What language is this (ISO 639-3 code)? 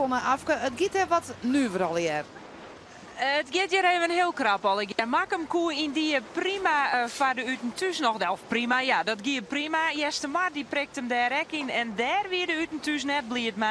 fry